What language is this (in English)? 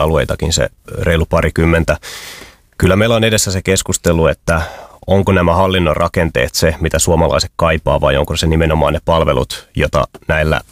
Finnish